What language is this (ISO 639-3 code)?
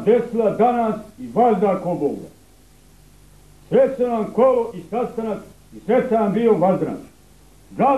srp